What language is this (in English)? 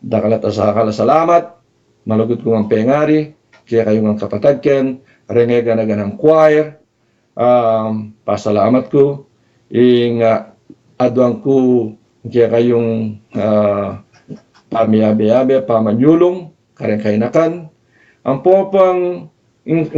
Pampanga